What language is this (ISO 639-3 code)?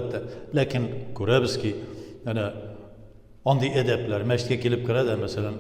tat